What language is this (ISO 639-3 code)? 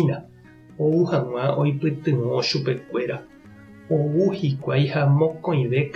grn